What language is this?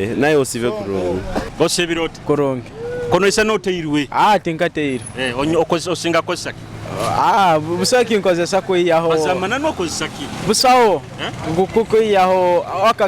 Nyoro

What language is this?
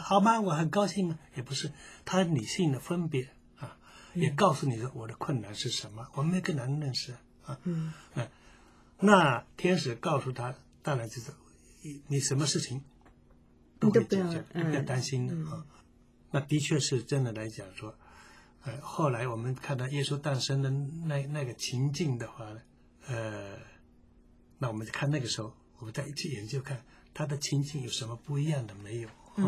Chinese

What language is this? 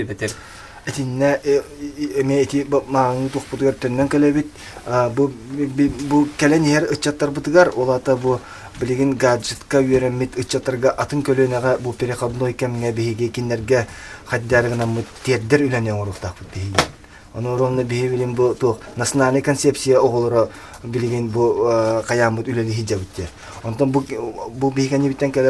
Yakut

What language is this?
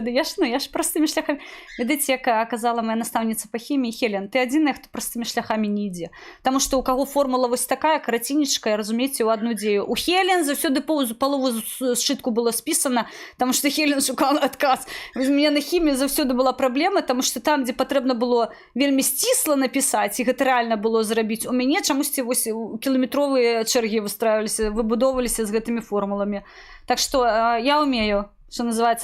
Belarusian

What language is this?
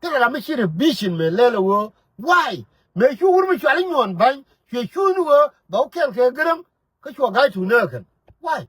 Nuer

